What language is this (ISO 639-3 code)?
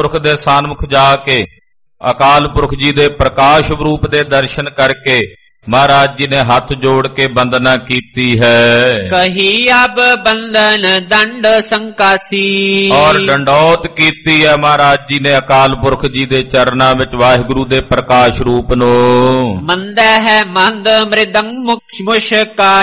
pan